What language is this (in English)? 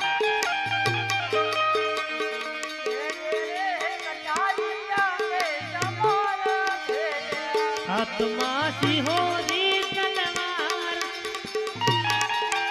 Gujarati